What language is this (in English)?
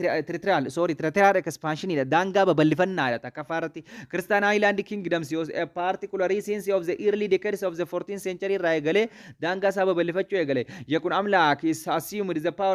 Oromo